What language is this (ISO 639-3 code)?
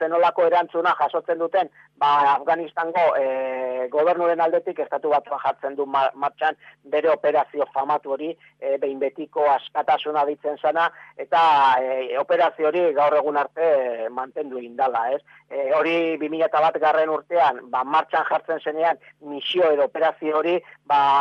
eus